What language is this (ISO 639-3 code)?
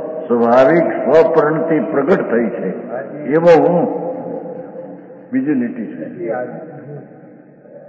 guj